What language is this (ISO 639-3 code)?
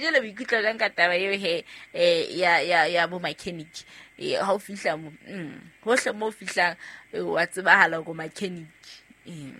sot